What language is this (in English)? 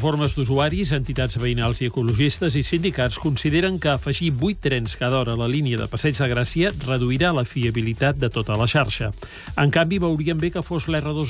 Catalan